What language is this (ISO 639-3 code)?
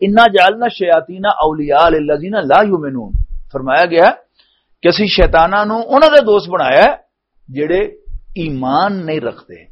lah